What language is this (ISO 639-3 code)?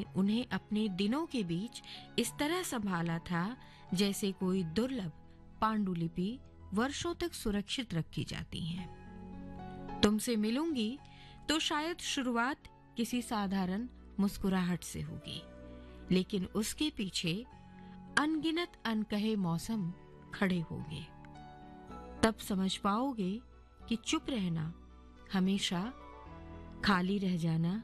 hin